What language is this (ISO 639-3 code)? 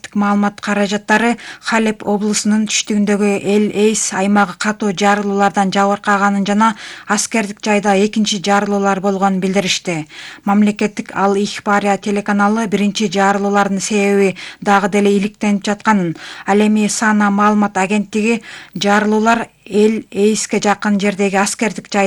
kir